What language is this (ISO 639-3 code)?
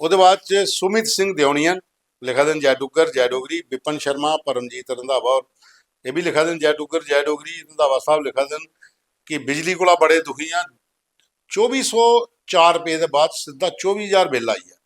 doi